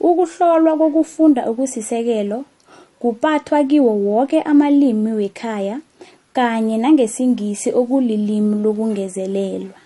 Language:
South Ndebele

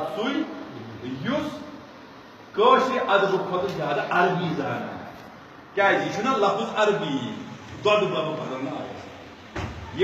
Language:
Kashmiri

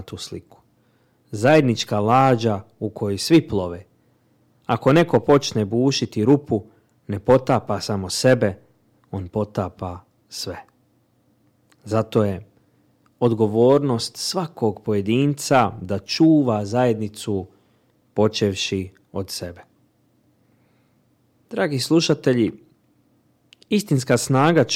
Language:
Bosnian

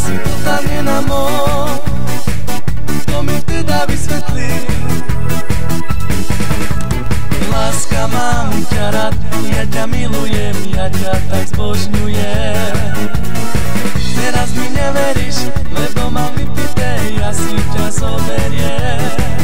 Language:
Slovak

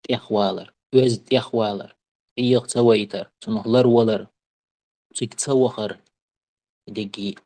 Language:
Chechen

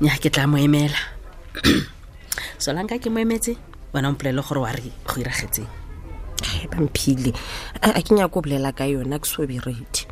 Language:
Tswana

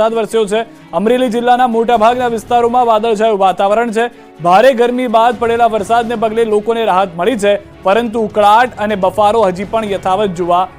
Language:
Gujarati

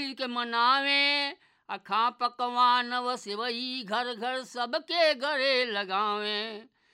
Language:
Bhojpuri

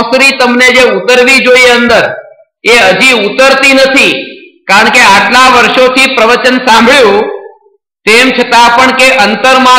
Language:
Gujarati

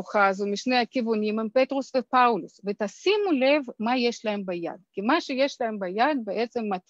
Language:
Hebrew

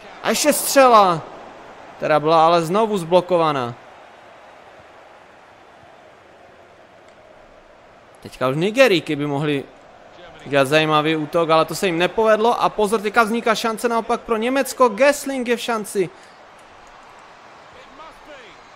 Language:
Czech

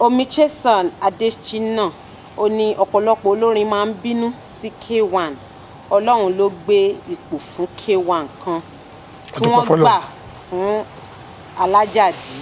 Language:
Yoruba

